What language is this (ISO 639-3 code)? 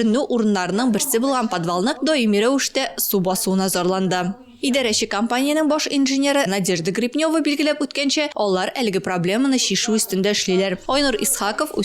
tat